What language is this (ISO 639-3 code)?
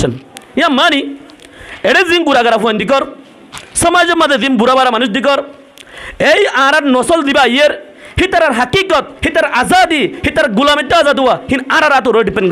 rhg